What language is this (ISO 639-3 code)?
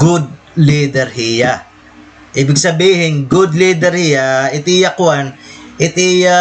war